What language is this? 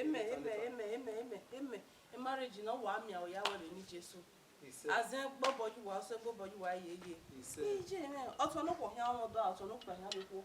Bini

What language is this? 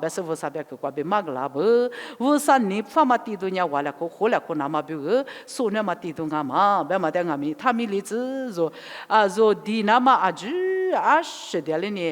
Lisu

